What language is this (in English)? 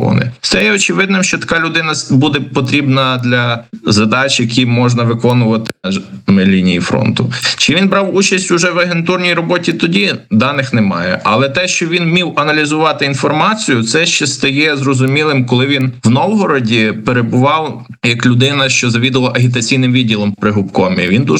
Ukrainian